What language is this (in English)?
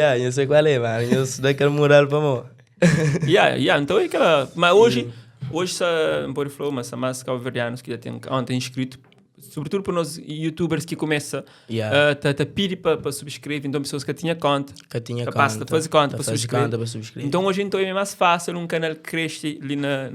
Kabuverdianu